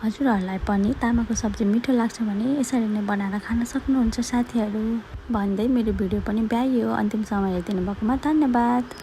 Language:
Nepali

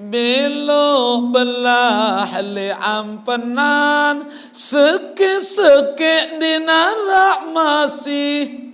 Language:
Sasak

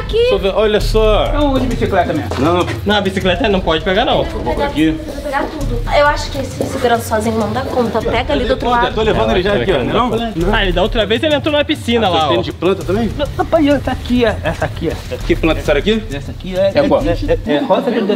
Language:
Portuguese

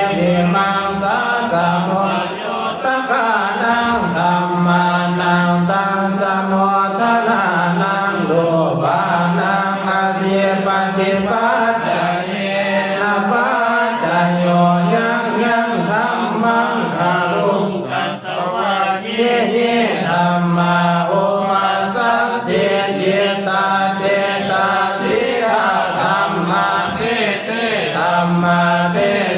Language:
Pali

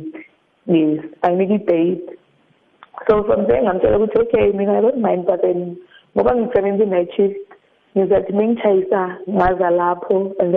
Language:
South Ndebele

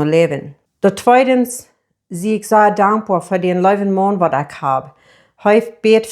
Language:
Plautdietsch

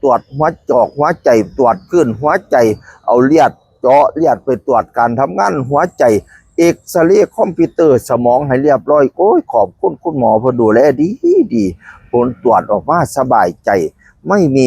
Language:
Northeastern Thai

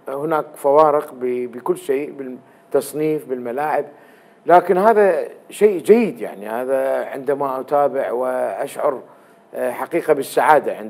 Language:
Mesopotamian Arabic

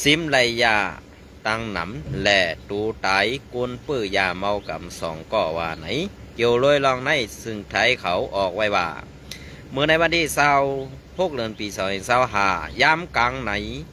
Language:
Shan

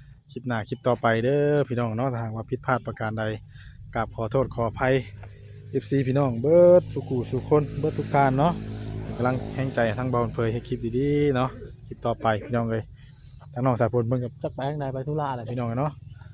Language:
Northeastern Thai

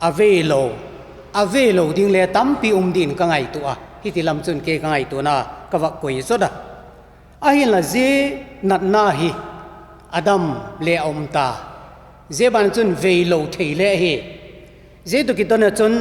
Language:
Vaiphei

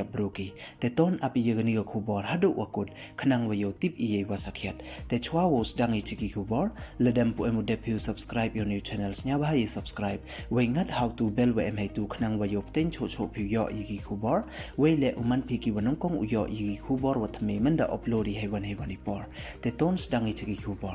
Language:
Pnar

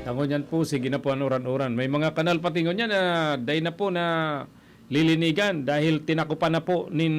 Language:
Bikol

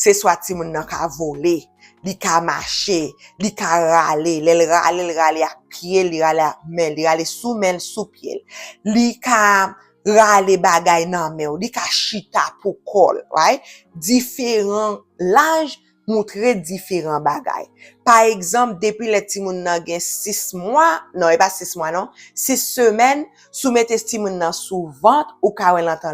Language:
Haitian Creole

